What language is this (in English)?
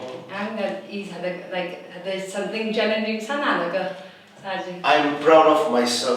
Tangkhul Naga (India)